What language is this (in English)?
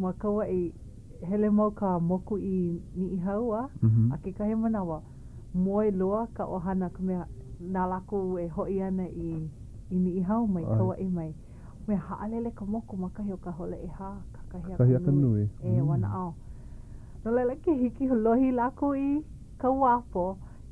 Hawaiian